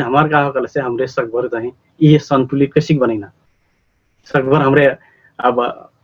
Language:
Dangaura Tharu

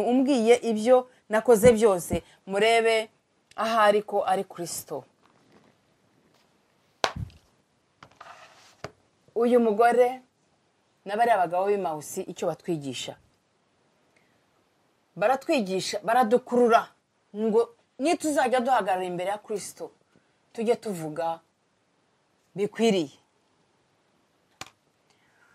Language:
Kinyarwanda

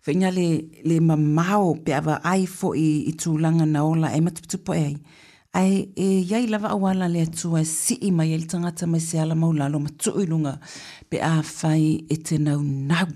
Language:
Samoan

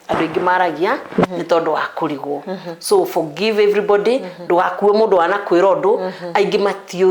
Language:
Kikuyu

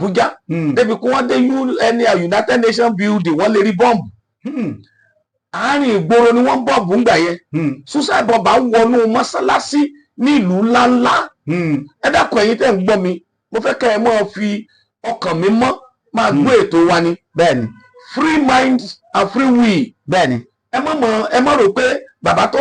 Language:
Yoruba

